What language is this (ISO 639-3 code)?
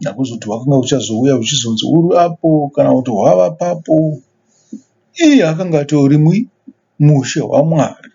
sna